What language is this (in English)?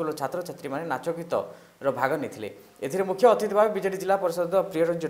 Odia